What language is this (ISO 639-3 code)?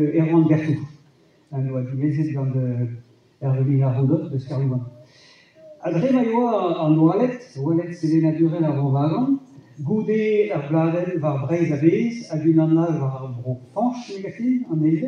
bre